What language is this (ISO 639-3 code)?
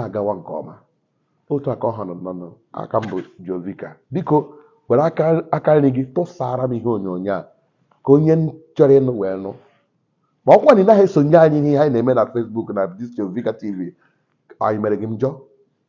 ibo